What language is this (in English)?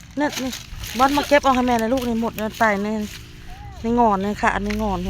Northeastern Thai